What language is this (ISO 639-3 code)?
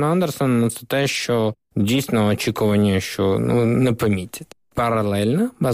ukr